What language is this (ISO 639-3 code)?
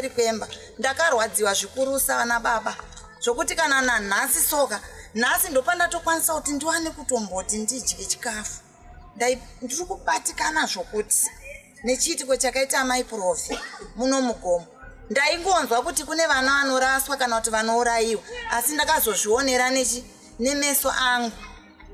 sna